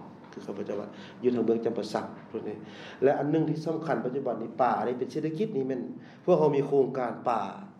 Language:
Lao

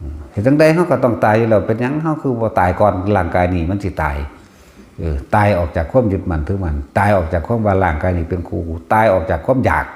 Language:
Northeastern Thai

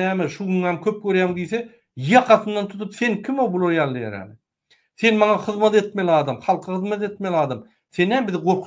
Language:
Turkmen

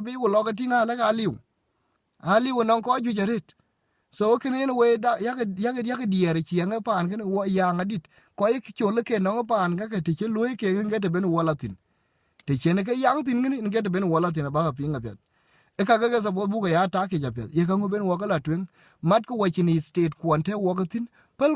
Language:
Dinka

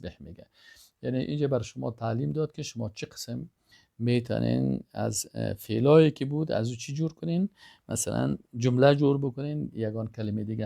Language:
Persian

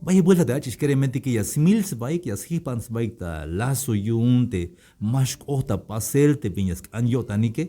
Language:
Tzeltal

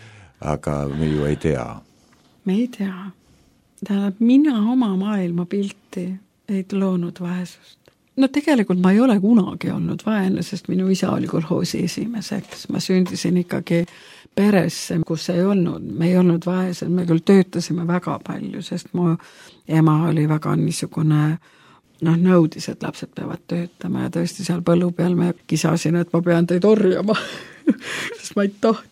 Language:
Estonian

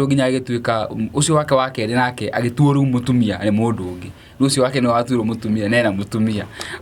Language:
Kikuyu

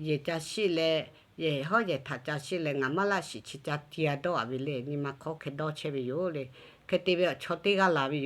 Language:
Lahu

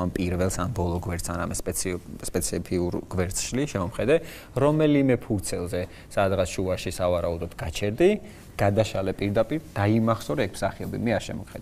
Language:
Georgian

